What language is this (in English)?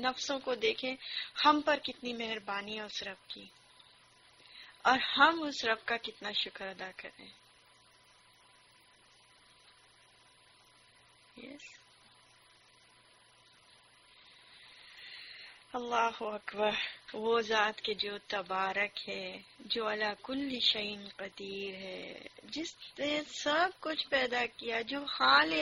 Urdu